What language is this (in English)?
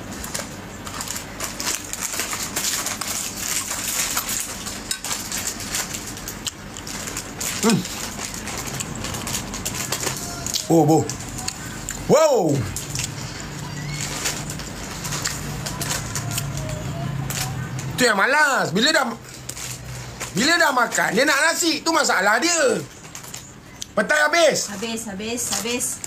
Malay